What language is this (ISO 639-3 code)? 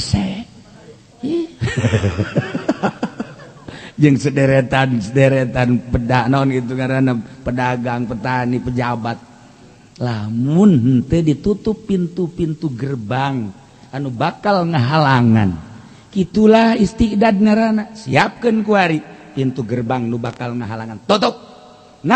sun